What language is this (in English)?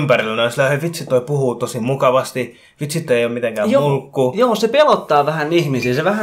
Finnish